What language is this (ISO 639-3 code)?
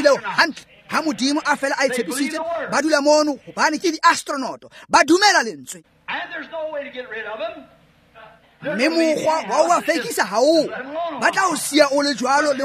tsn